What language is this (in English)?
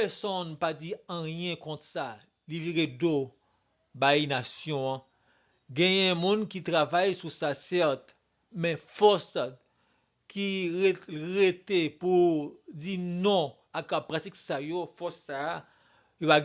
Haitian Creole